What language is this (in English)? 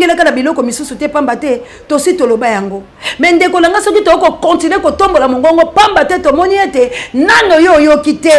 Lingala